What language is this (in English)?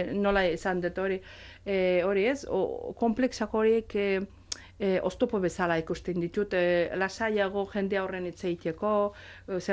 Basque